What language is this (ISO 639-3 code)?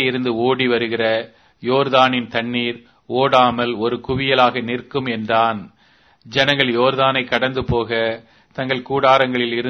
tam